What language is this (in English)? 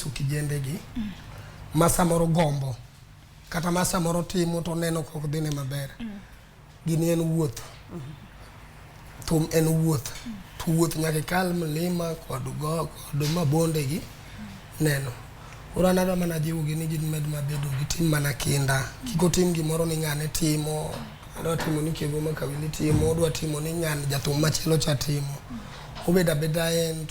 Luo (Kenya and Tanzania)